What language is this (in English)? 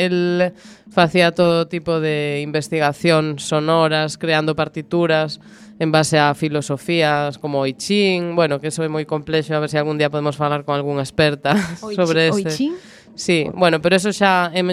Galician